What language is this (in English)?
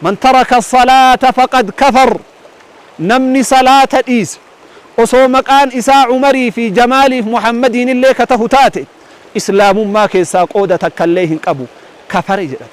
Oromo